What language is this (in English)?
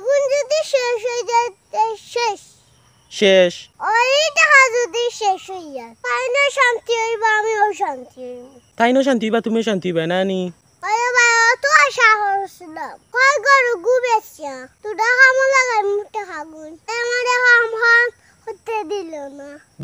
Sylheti